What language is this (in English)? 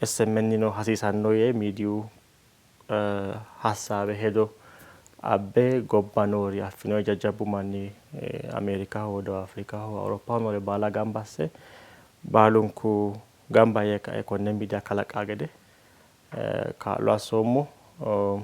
Sidamo